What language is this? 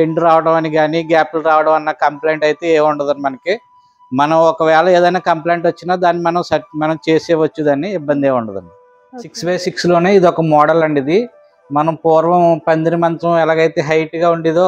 Telugu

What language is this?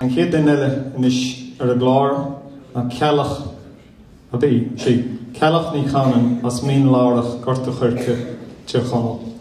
Irish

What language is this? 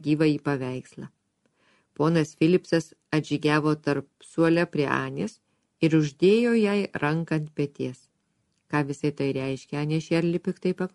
Lithuanian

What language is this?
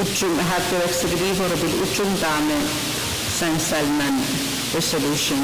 Pohnpeian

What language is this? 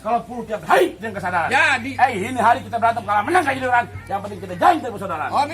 Betawi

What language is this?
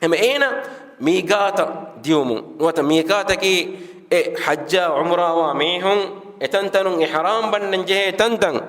Divehi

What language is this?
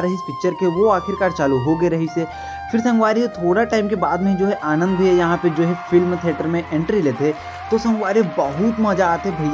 Chhattisgarhi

